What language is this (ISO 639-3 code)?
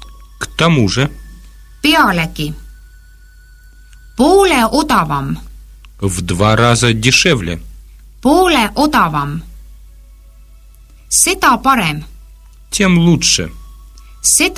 est